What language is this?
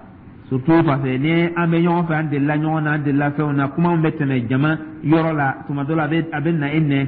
Dyula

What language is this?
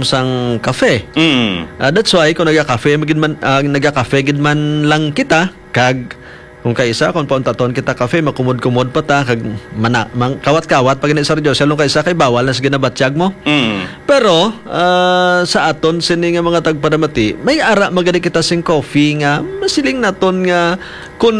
Hiligaynon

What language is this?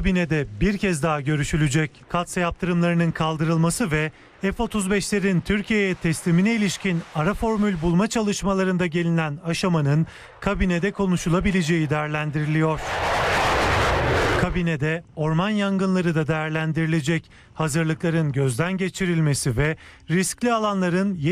Turkish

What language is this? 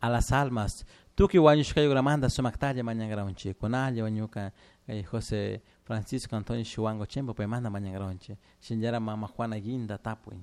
Chimborazo Highland Quichua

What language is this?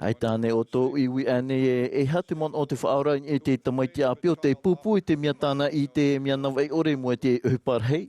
Tahitian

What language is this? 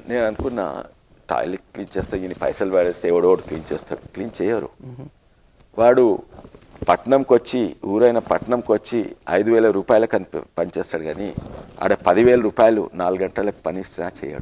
Telugu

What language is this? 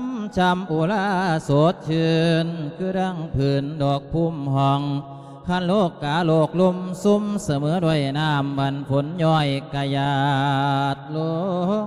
Lao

